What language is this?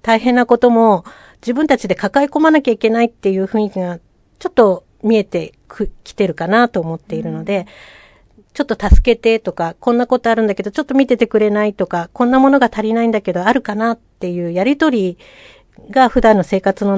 Japanese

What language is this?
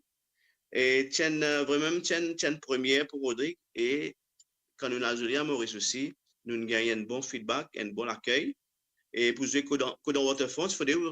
Morisyen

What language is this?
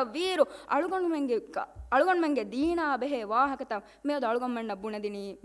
Divehi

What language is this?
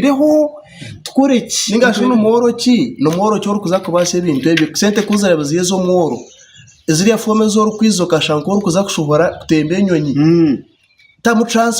Nyankole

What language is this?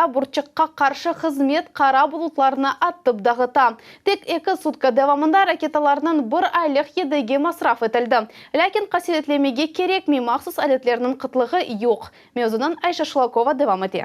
Crimean Tatar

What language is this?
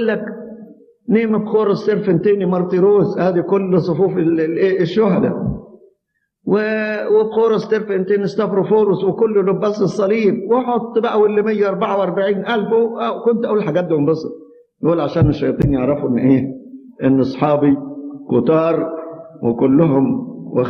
Egyptian Arabic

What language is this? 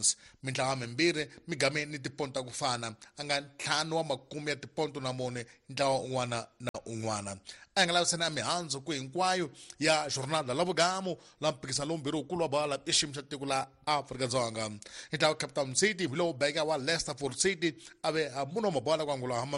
Tsonga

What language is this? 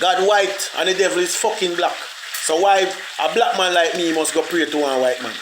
Jamaican Creole English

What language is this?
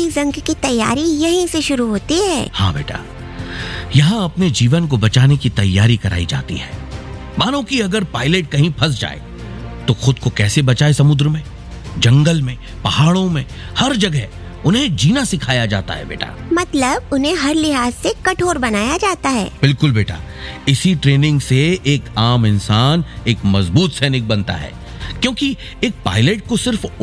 Hindi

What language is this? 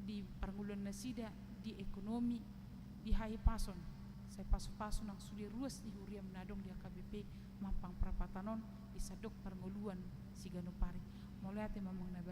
Batak Toba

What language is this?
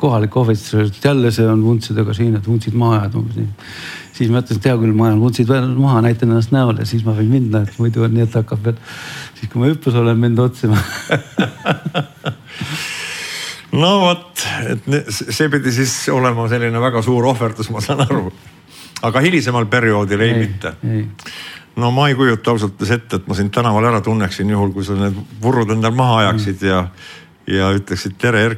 Estonian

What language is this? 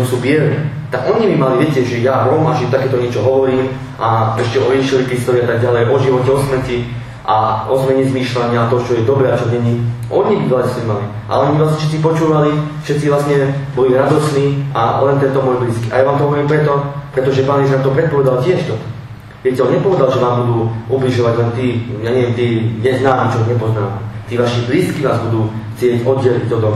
Slovak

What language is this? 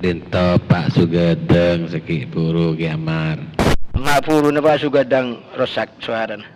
Madurese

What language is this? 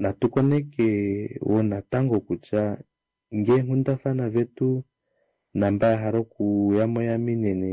Kuanyama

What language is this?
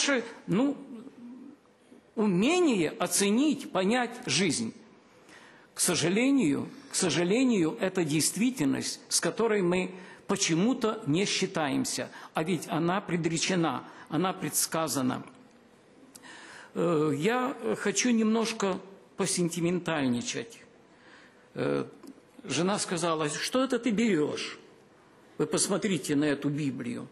Russian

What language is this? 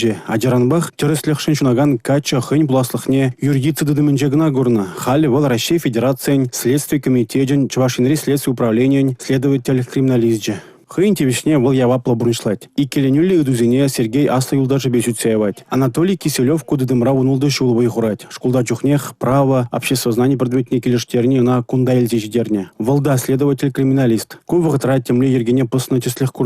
Chuvash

